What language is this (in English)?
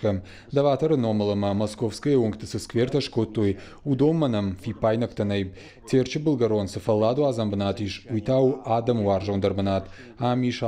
Ossetic